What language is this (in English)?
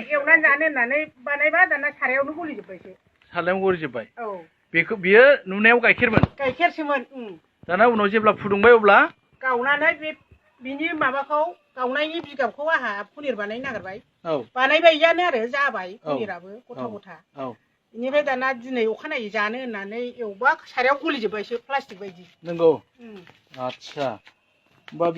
Bodo